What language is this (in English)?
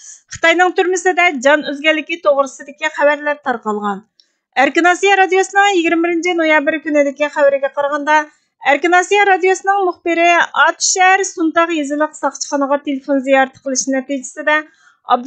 Uyghur